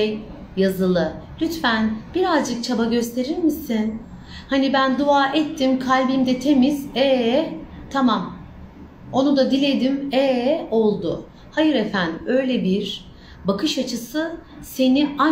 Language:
Turkish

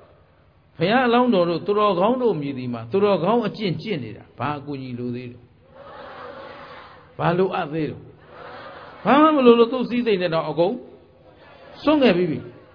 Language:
Burmese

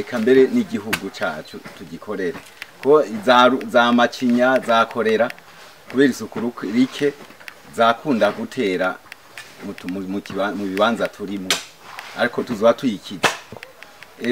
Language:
Rundi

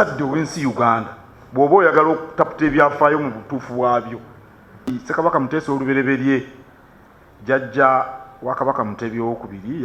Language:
Ganda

